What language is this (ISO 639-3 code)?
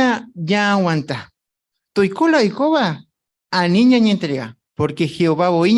grn